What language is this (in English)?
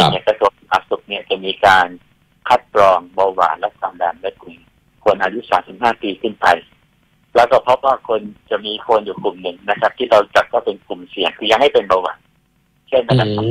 Thai